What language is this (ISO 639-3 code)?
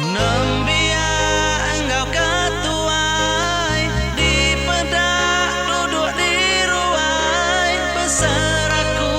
iba